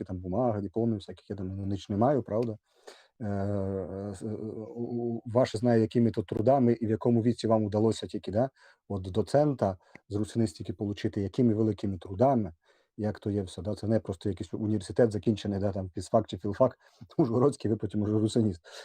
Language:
Rusyn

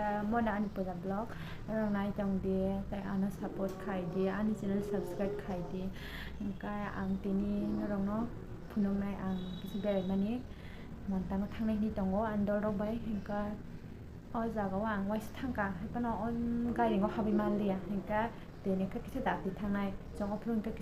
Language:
Kok Borok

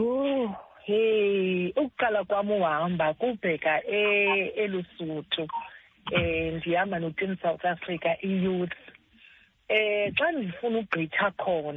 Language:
Xhosa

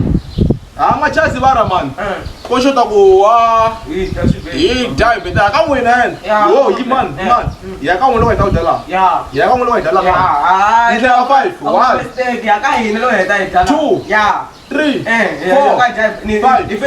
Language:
Tsonga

